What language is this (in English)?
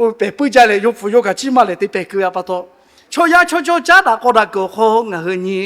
Lahu